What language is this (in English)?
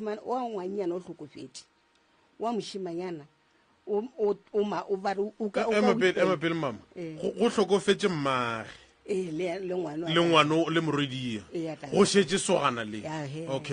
Northern Sotho